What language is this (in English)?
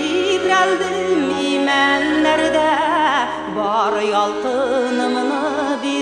Tatar